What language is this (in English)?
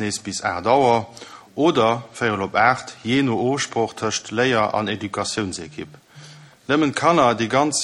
Luxembourgish